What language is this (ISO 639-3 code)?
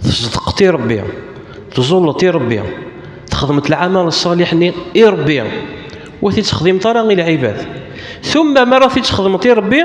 kab